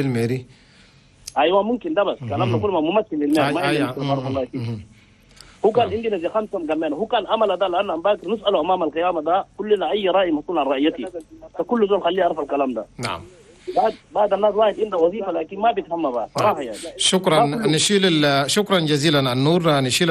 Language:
Chadian Arabic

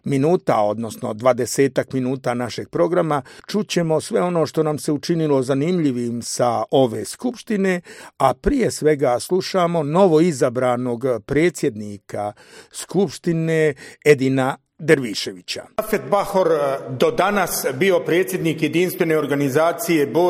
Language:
Bosnian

